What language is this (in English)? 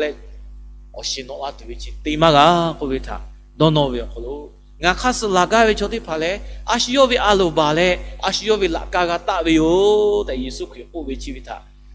Lahu